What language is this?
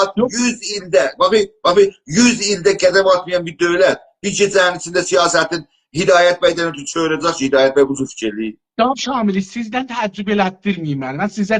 South Azerbaijani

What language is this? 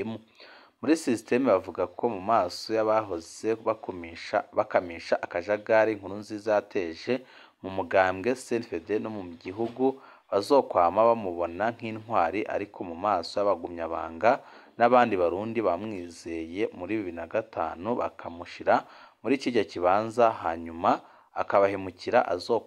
Rundi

